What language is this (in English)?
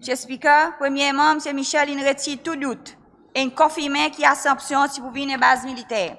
Seselwa Creole French